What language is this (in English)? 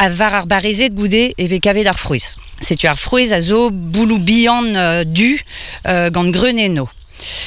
Breton